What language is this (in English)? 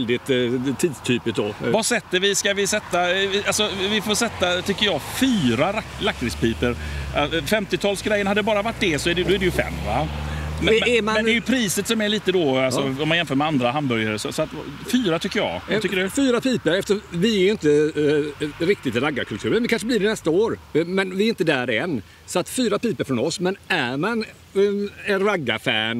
Swedish